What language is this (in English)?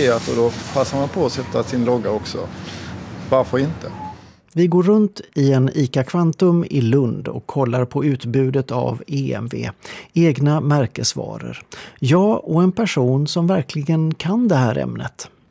Swedish